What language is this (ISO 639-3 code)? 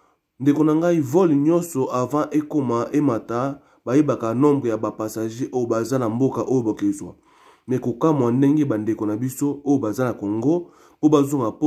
lin